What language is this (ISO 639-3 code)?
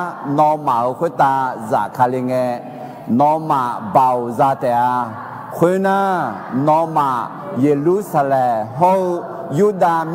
ahk